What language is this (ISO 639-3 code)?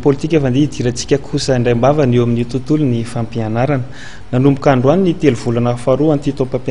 mlg